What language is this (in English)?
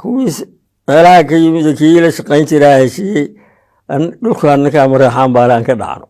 Somali